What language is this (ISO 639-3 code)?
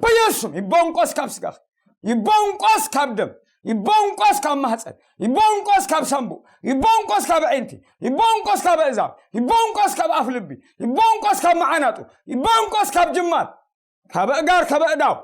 tir